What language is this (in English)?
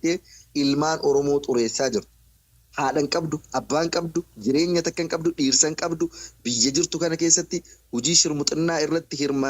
Oromo